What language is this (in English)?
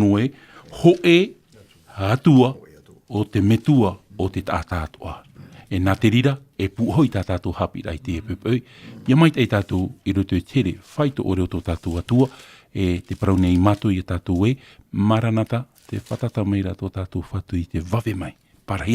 Tahitian